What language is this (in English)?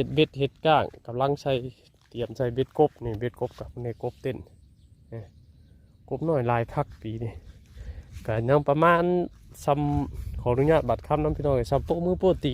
Lao